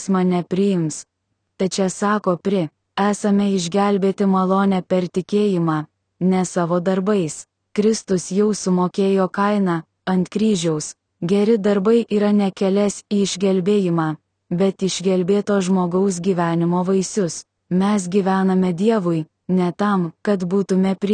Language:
Lithuanian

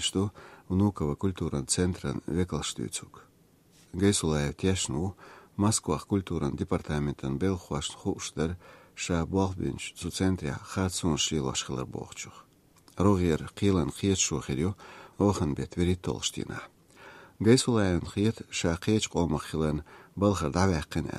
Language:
Chechen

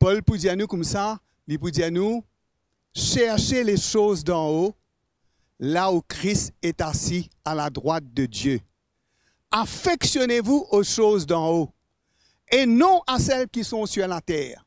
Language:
Morisyen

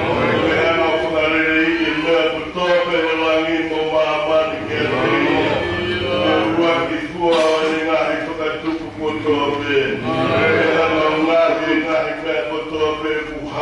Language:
Tongan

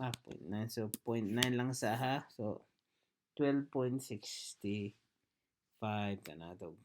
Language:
Cebuano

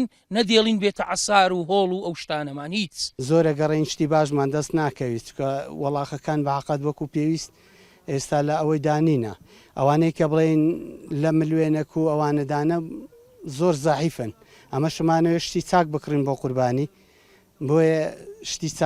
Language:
Central Kurdish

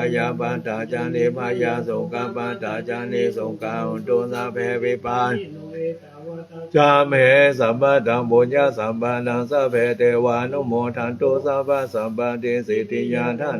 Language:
Pali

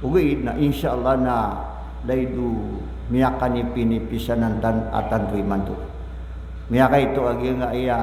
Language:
Maranao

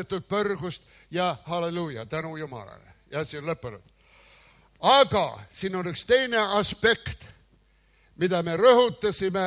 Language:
Estonian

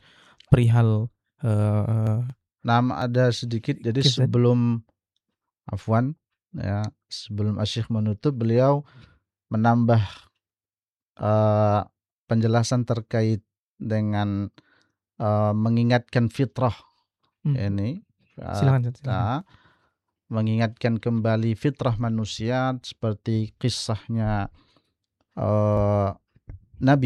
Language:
Indonesian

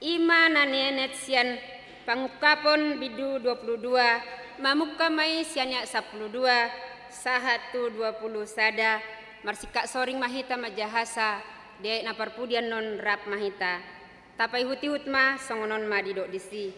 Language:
Batak Toba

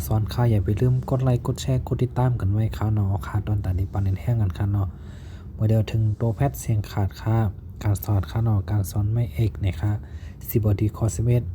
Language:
Shan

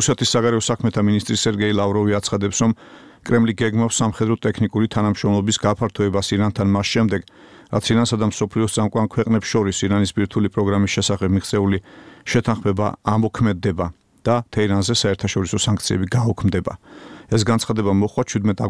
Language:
Georgian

